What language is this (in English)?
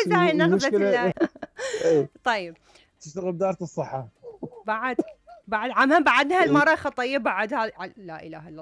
Mesopotamian Arabic